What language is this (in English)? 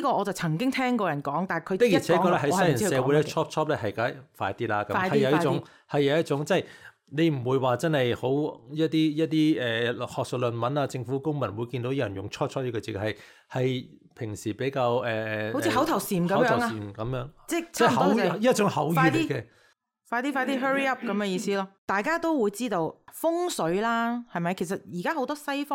Cantonese